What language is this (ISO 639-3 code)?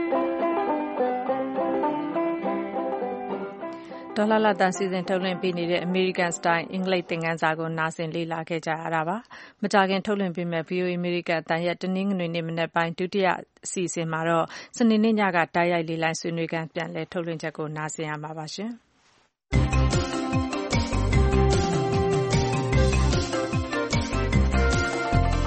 mya